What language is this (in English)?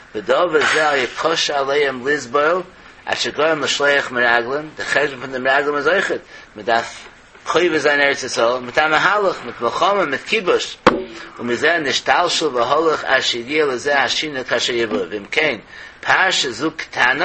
Yiddish